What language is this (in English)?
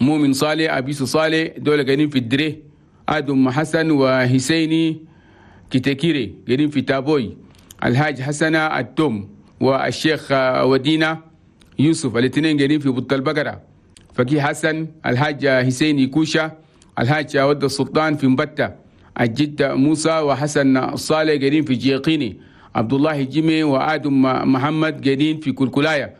Chadian Arabic